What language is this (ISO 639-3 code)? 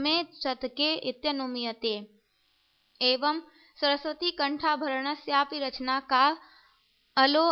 san